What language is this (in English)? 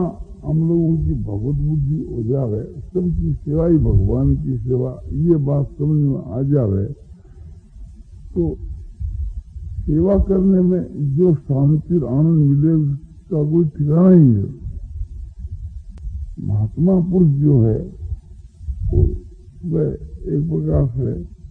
Hindi